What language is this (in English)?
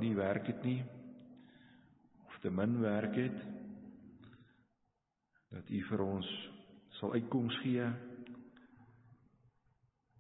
Afrikaans